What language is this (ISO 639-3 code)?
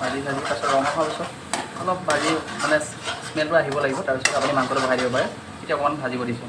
asm